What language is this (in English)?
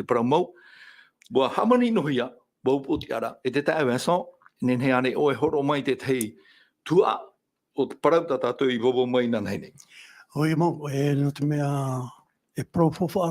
Tahitian